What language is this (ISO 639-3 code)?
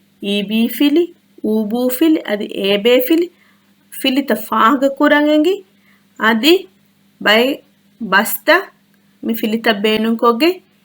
div